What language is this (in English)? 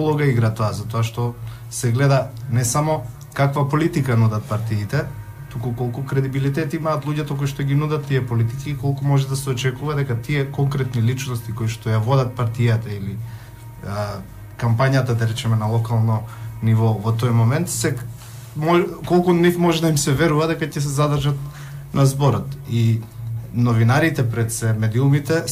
Macedonian